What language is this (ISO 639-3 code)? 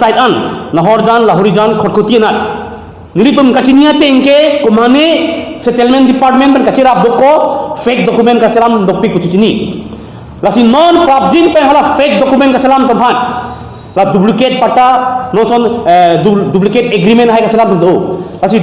mjw